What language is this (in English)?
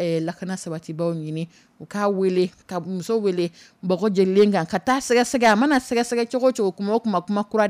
Dyula